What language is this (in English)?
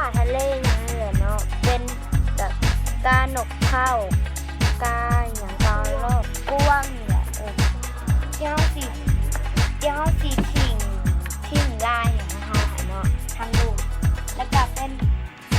Lao